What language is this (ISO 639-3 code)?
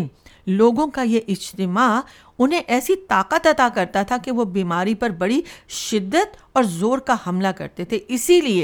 urd